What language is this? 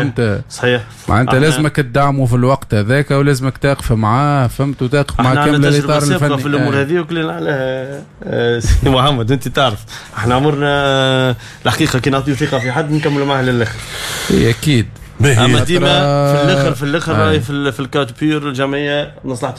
Tunisian Arabic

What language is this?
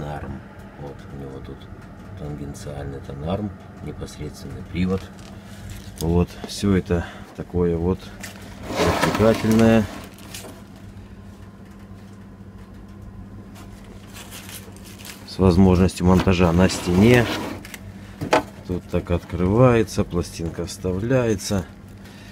Russian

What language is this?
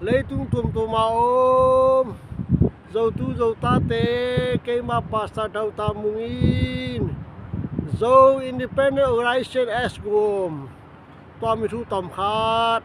Tedim Chin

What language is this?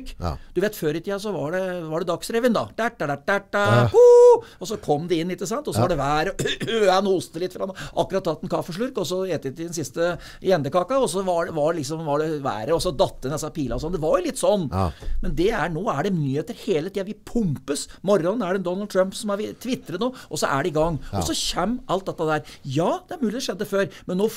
Norwegian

